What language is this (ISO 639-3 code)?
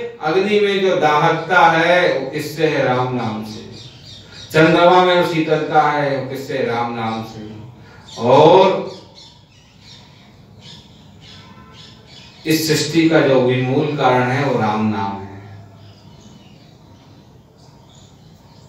hin